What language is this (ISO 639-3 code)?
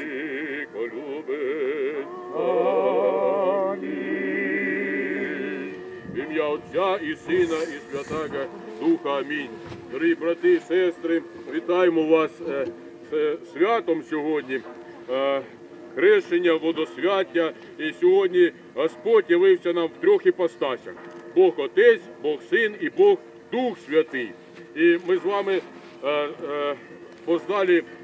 ukr